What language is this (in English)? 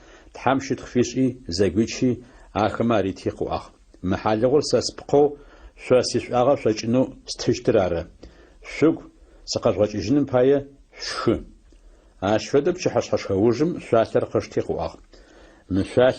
Adyghe